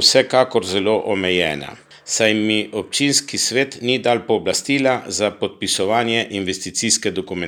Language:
Slovenian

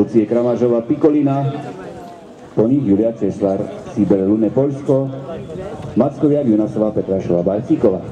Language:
Slovak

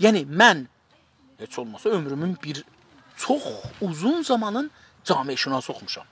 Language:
South Azerbaijani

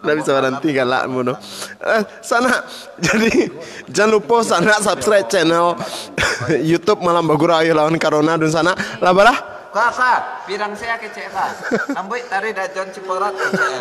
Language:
Minangkabau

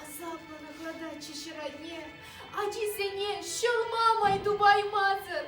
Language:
Chuvash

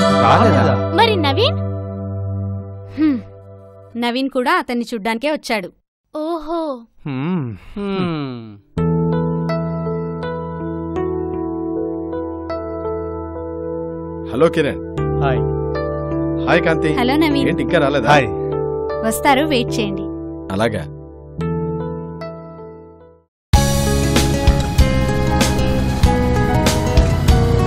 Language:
Telugu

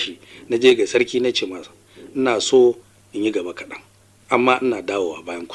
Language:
Hausa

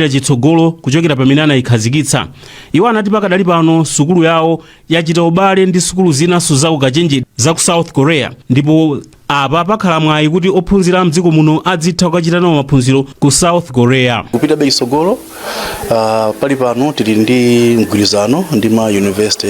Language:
Nyanja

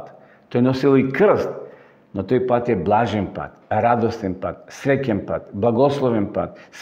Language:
Macedonian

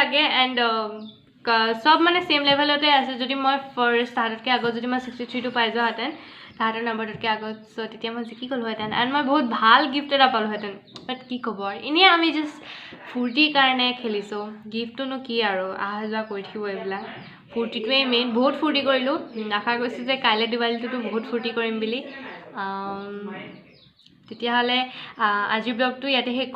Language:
Assamese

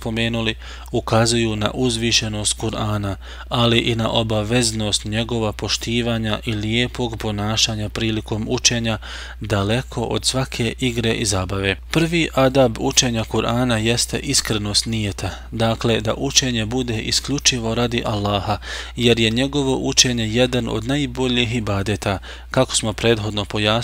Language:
Bosnian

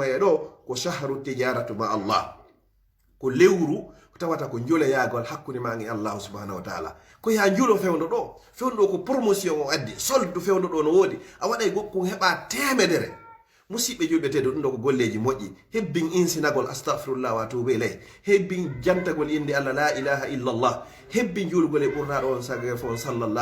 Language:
Fula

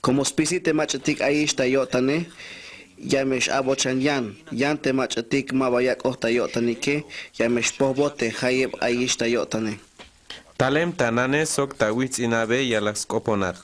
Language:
Tzeltal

